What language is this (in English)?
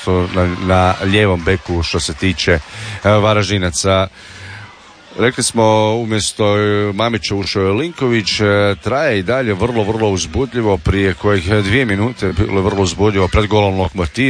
Croatian